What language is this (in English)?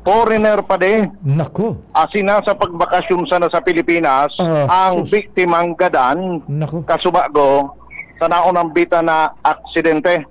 Bikol